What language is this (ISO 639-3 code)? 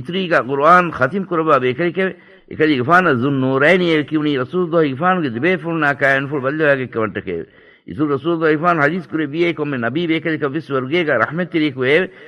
div